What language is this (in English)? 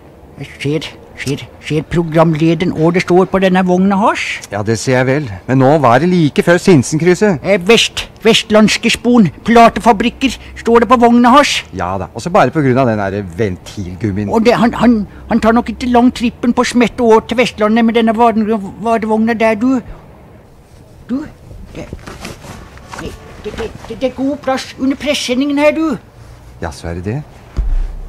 Norwegian